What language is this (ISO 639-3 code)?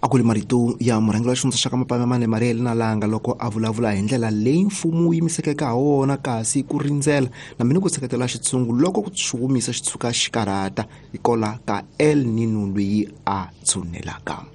tso